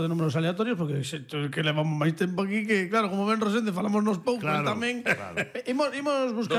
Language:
Galician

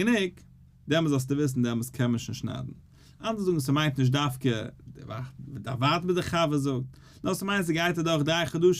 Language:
Yiddish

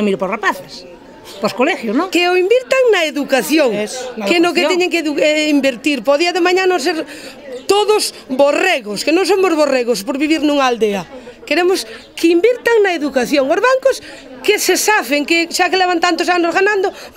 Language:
Galician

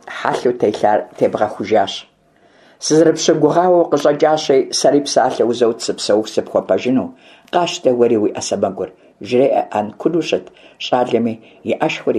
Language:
Kabardian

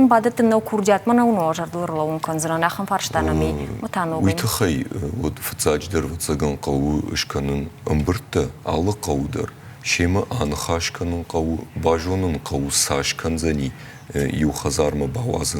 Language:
Ossetic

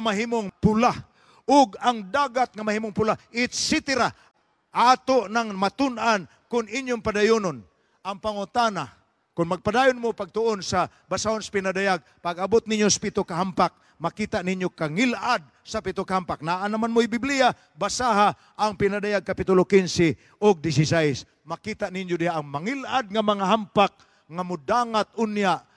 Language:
Cebuano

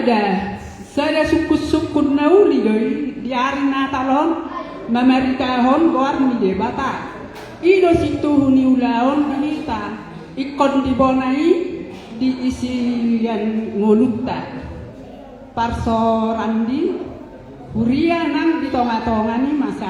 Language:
Batak Toba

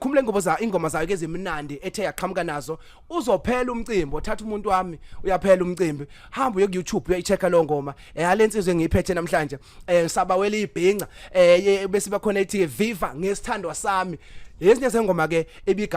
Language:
Zulu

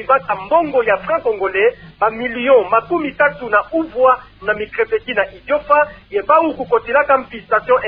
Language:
Kituba (Democratic Republic of Congo)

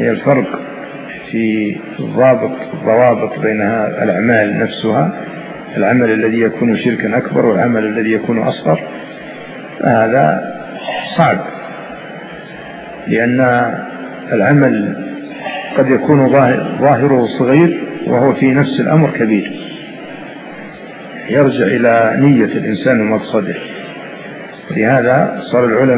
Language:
Arabic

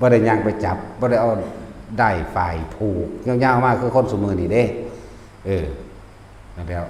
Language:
Northeastern Thai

